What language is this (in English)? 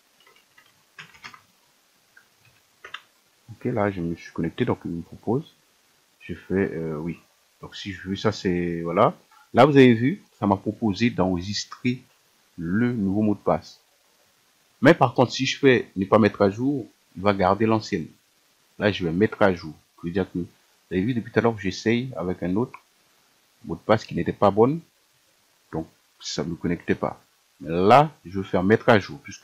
French